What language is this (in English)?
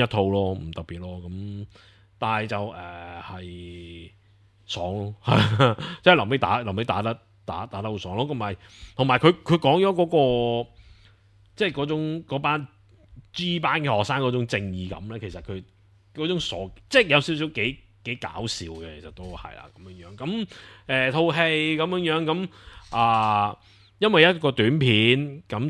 Cantonese